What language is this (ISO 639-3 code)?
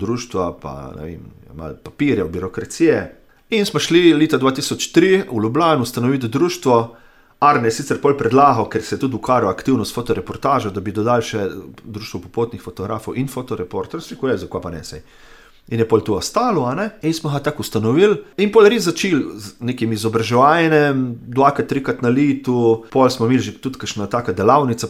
slv